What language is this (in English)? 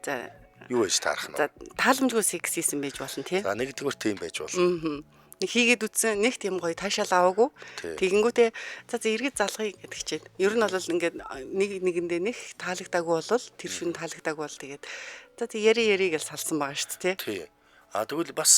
Mongolian